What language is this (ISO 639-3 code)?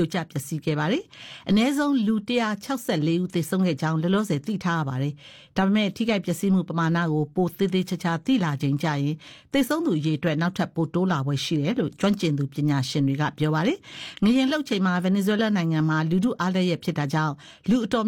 mya